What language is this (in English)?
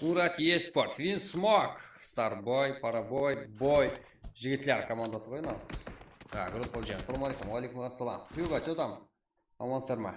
Kara-Kalpak